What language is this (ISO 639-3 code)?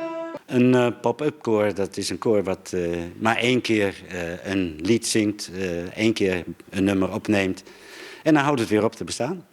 fry